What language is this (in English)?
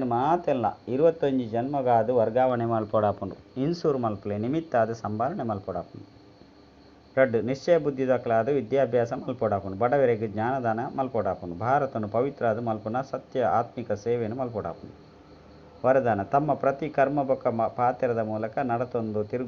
Tulu